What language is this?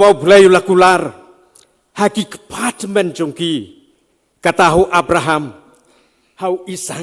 Khasi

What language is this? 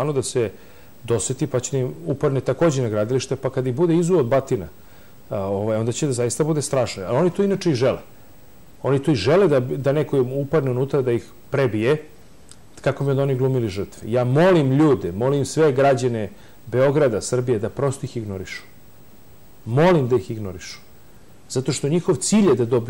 Serbian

